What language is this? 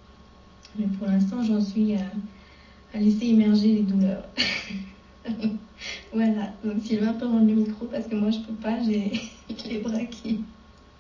French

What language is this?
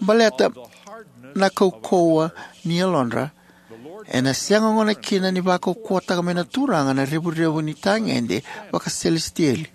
Fijian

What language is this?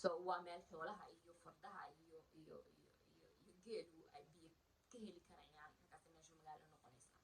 Somali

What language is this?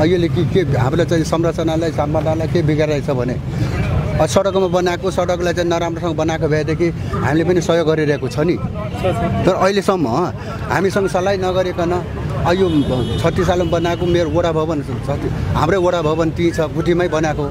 Nepali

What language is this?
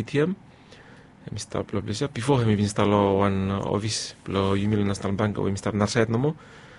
Bislama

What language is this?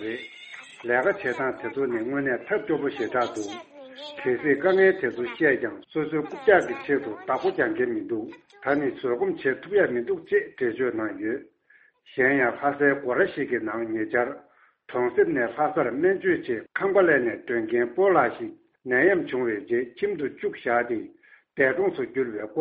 Tibetan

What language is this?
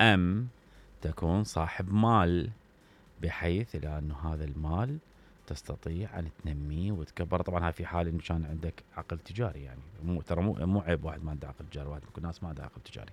Mesopotamian Arabic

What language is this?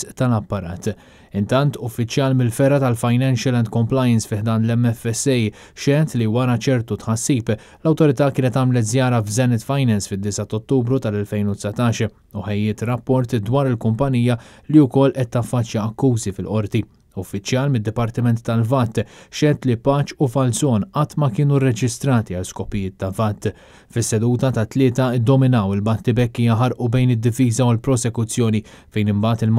Maltese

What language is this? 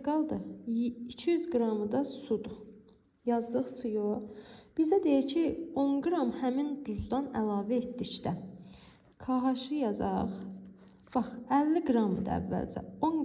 Azerbaijani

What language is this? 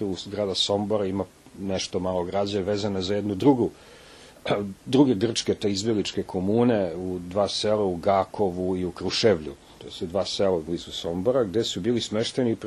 Serbian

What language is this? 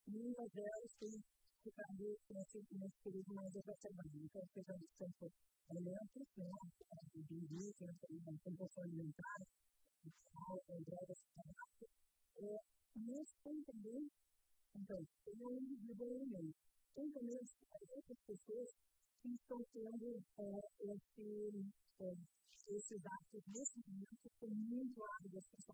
Portuguese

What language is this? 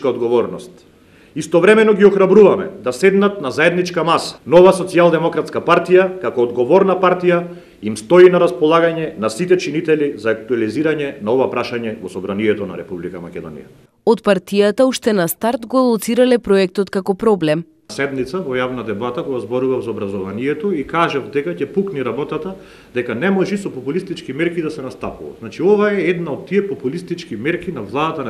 Macedonian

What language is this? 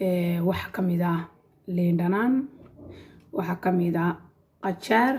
Somali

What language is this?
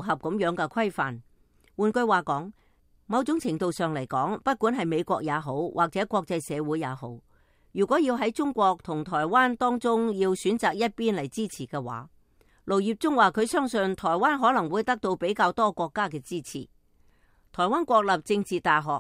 Cantonese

